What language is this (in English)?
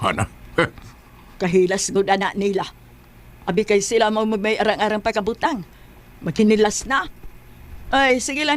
Cebuano